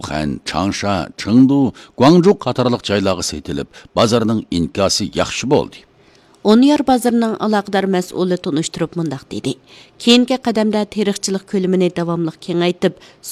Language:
Uyghur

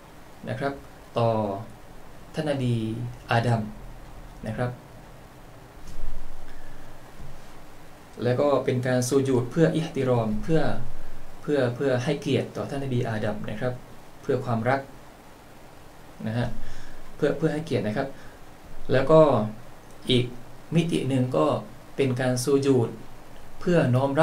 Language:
Thai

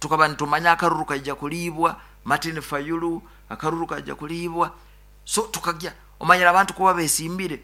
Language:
Nyoro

